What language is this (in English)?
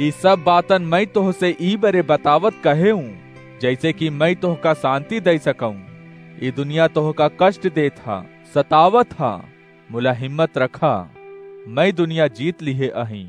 Awadhi